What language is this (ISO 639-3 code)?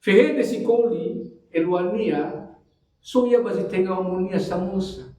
nia